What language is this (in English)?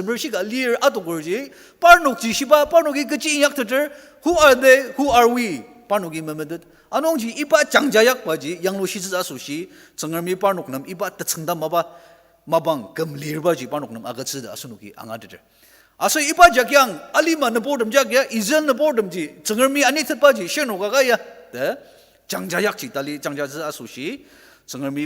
Ao Naga